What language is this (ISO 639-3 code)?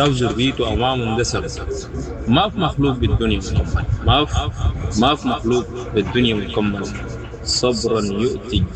apd